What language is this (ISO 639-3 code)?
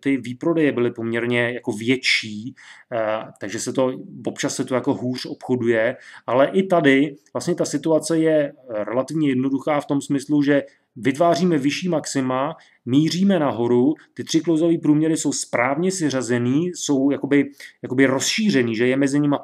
ces